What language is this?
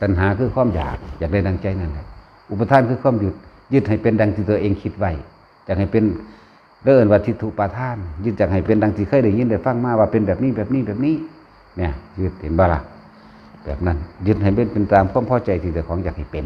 Northeastern Thai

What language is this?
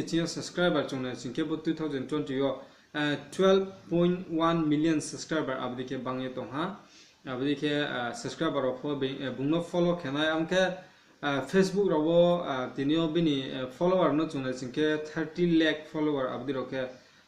Riang (India)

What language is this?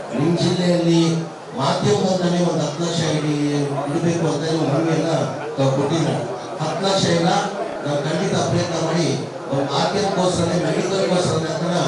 Kannada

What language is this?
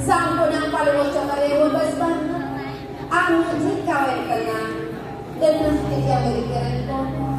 Balinese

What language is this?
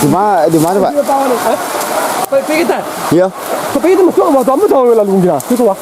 Minangkabau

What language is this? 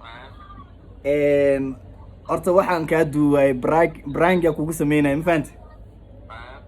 Somali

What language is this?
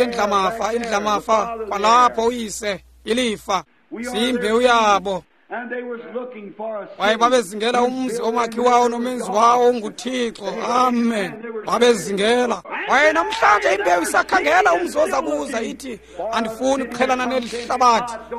Xhosa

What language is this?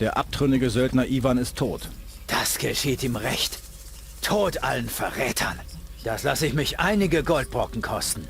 Bavarian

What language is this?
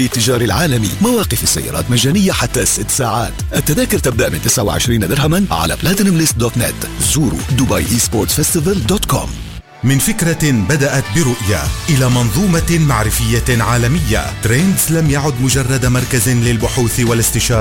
Arabic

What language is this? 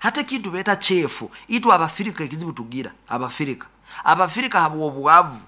Nyoro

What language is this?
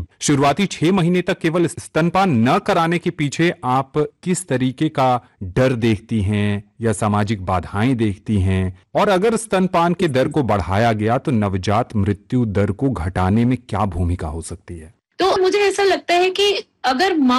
Hindi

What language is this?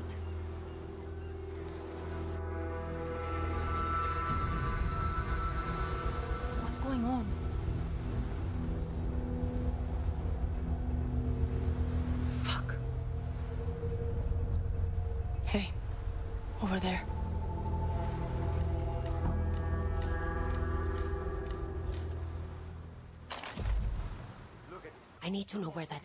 English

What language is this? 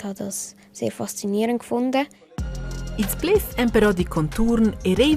Romansh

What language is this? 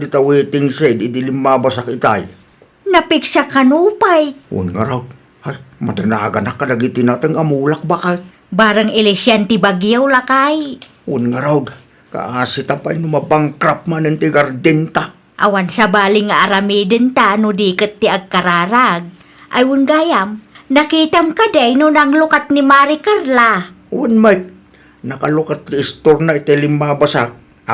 Iloko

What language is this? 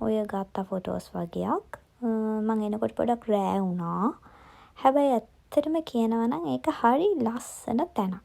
Sinhala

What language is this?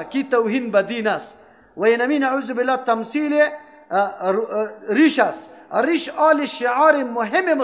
Persian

